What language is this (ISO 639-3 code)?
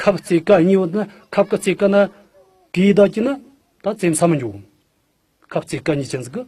bod